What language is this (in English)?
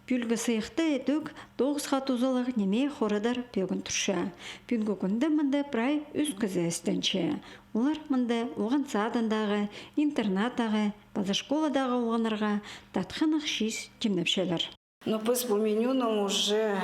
Khakas